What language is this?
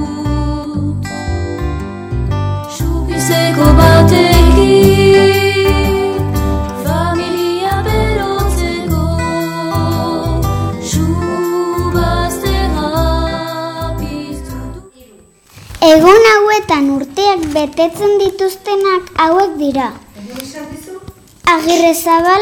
Basque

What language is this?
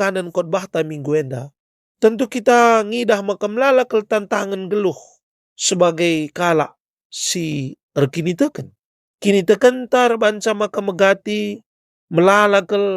Batak Karo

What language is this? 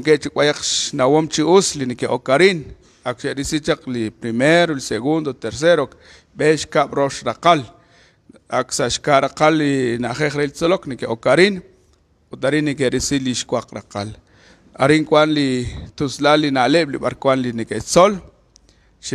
Kekchí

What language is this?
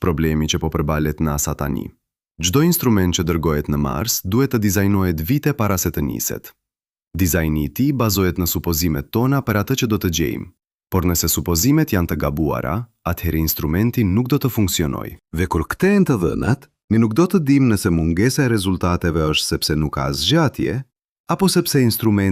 Albanian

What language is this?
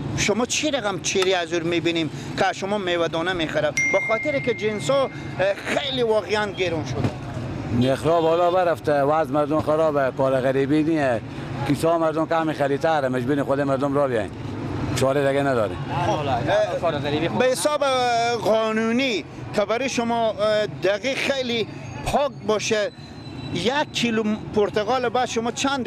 Persian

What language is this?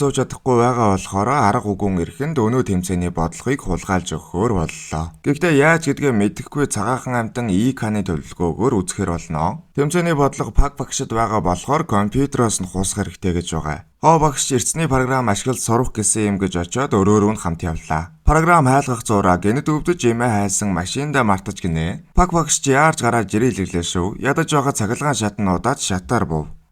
Mongolian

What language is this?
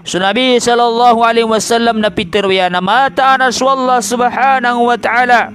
Maranao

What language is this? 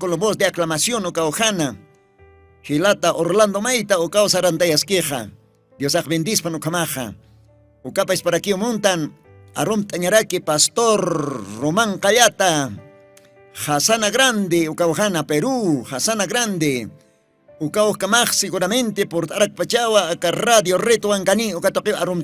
Aymara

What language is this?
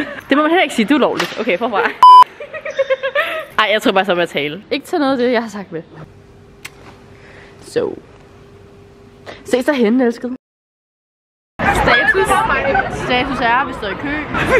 Danish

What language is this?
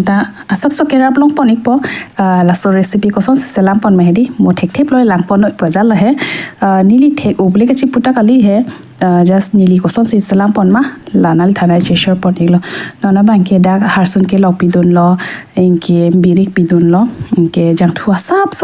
Karbi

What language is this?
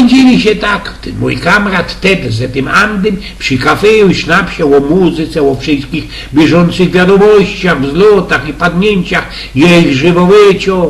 Silesian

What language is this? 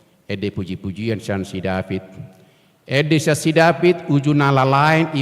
Batak Toba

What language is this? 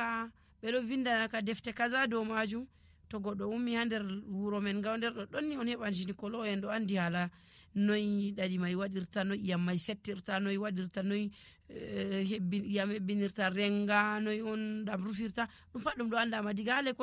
Nigerian Fulfulde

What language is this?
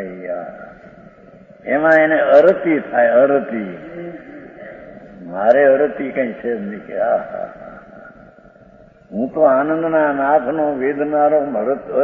Gujarati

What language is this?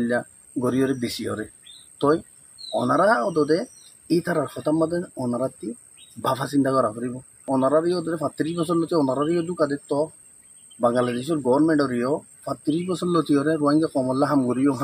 Rohingya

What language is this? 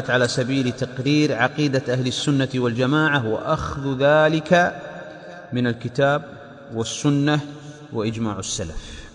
Arabic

